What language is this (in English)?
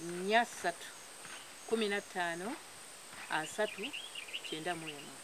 Ganda